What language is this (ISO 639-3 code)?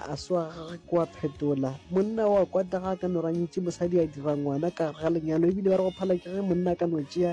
nso